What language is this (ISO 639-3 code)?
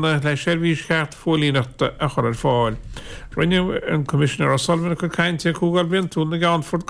gle